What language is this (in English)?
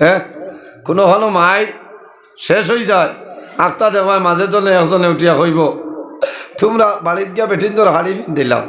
Sylheti